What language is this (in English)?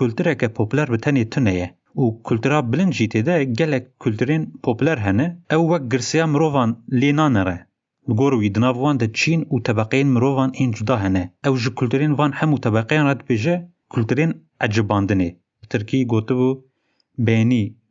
Kurdish